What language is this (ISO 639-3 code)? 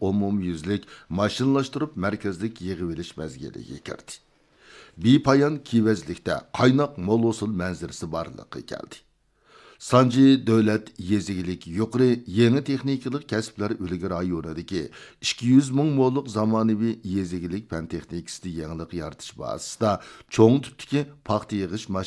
uig